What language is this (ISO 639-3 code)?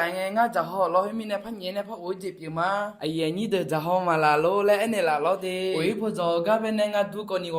ahk